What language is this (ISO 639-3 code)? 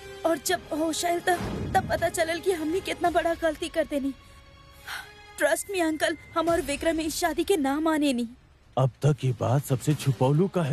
bho